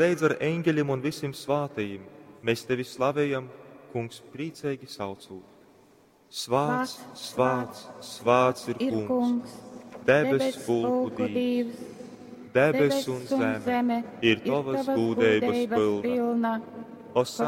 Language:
Latgalian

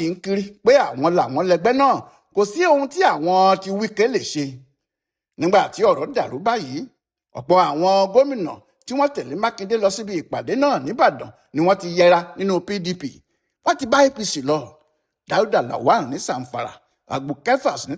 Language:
Yoruba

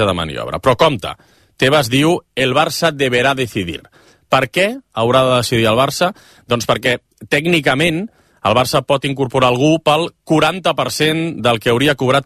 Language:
Catalan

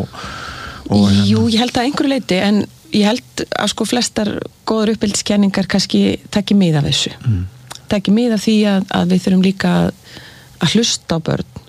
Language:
Icelandic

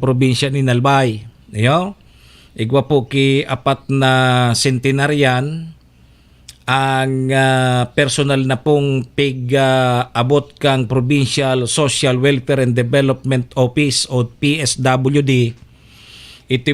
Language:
Bikol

